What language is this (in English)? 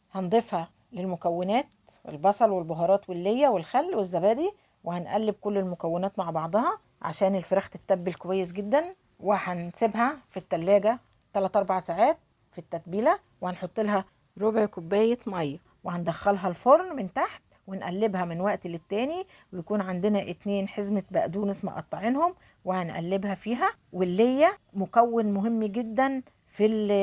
Egyptian Arabic